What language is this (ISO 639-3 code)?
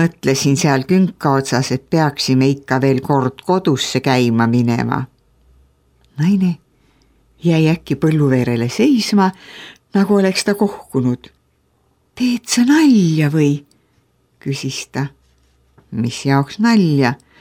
est